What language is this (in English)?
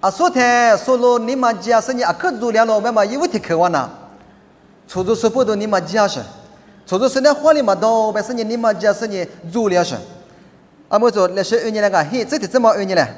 Lisu